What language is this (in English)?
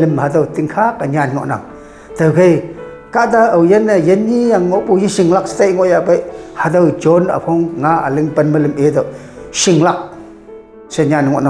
Konyak Naga